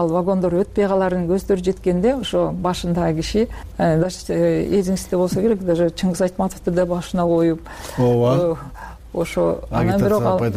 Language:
Kyrgyz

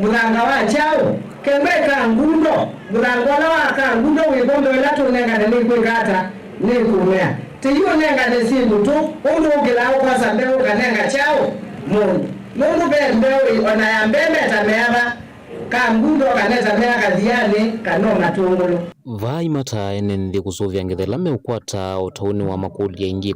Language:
Kamba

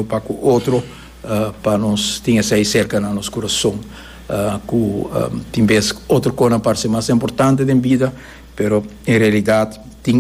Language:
Papiamento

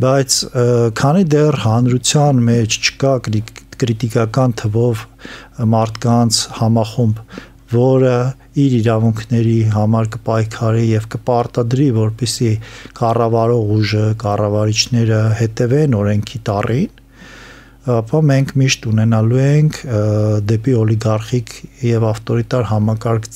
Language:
Armenian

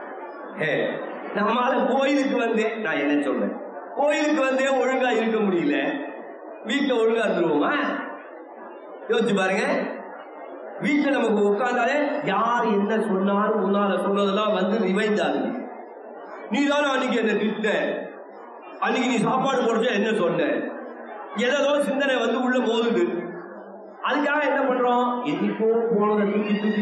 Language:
Tamil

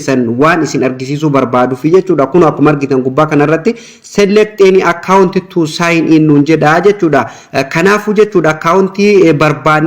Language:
Oromo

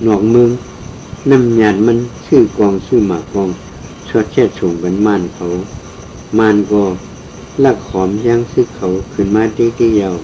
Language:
Shan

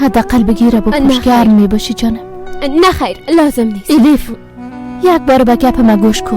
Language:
Persian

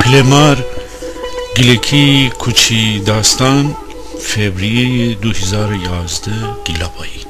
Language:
Gilaki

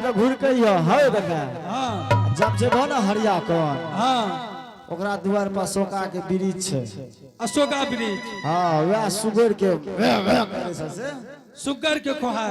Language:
Angika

